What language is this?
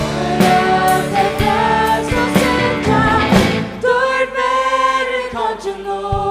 Faroese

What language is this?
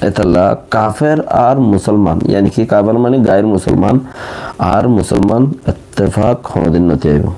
Rohingya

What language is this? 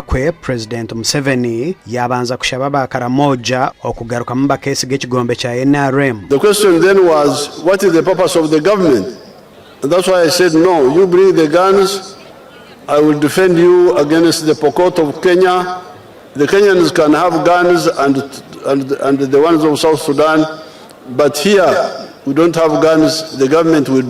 Nyankole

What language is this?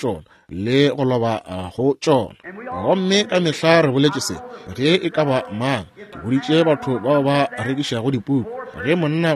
Northern Sotho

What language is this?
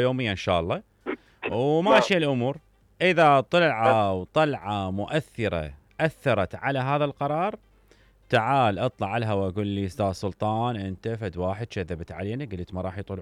Mesopotamian Arabic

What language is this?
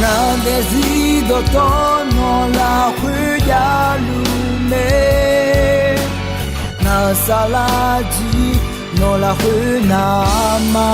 Akha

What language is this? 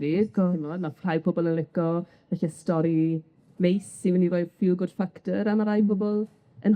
Welsh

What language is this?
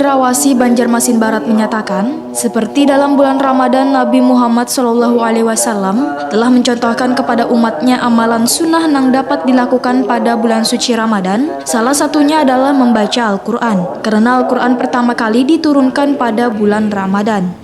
Banjar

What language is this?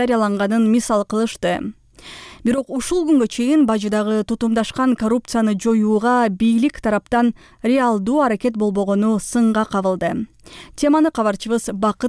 Kyrgyz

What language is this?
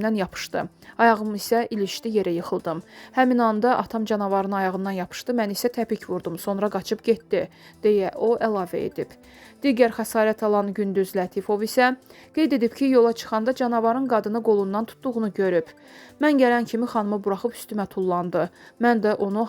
Azerbaijani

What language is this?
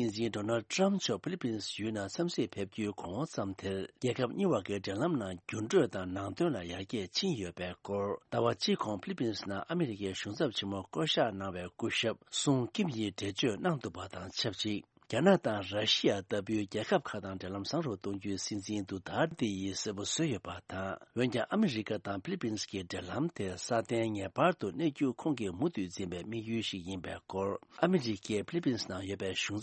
Tibetan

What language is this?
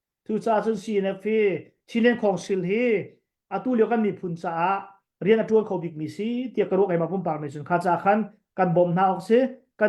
Hakha Chin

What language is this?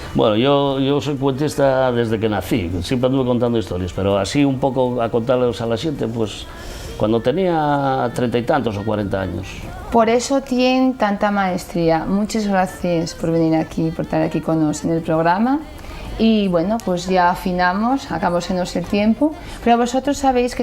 Asturian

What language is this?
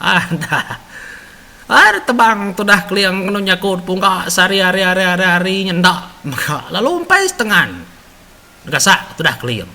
Iban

